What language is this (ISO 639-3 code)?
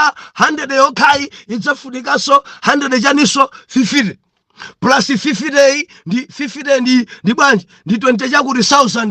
nya